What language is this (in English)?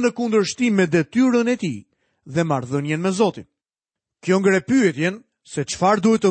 Albanian